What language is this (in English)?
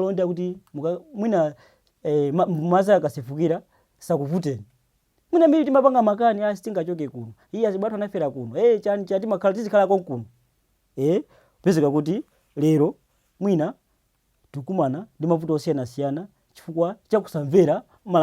Nyanja